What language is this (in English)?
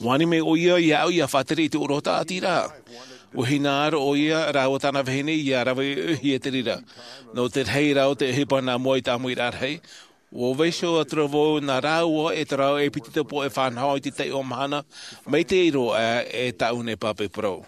Tahitian